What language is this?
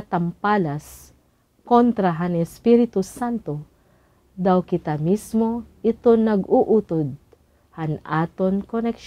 Waray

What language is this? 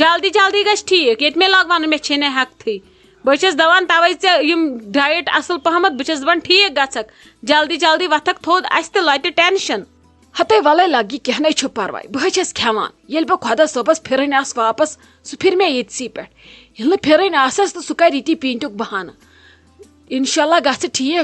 Kashmiri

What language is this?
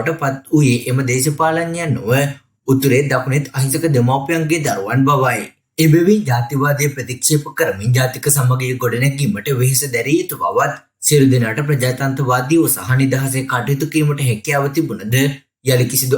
Sinhala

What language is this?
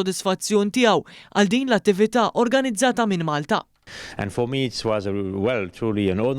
Maltese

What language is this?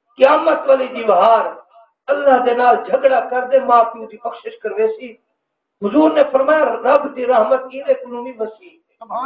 Saraiki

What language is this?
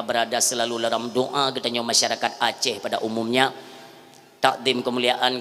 Achinese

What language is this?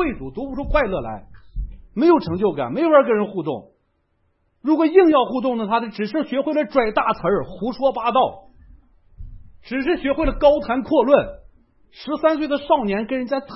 Chinese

